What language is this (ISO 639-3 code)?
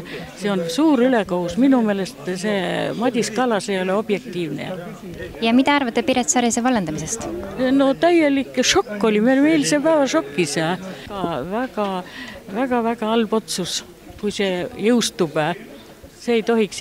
est